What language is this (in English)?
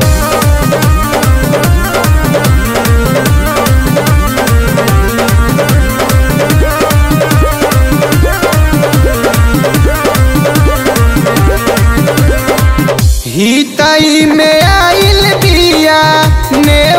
Bhojpuri